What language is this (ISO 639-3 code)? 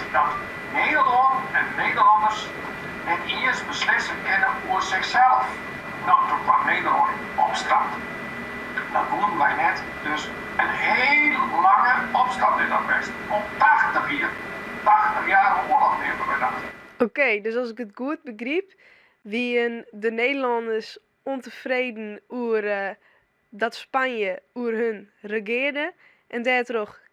fry